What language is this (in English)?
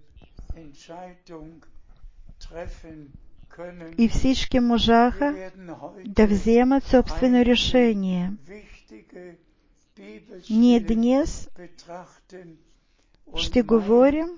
Bulgarian